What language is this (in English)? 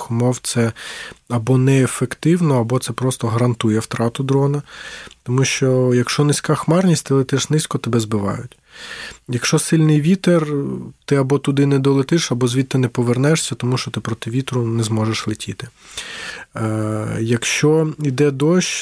Ukrainian